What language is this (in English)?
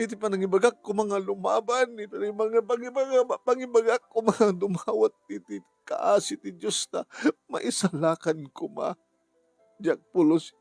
Iloko